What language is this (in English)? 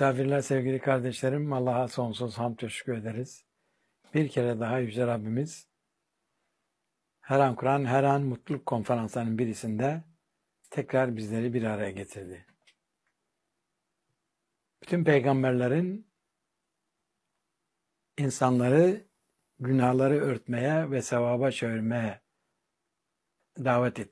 Turkish